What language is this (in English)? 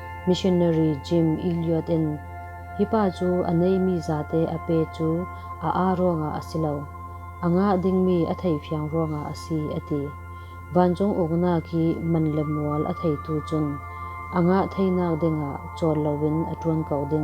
Falam Chin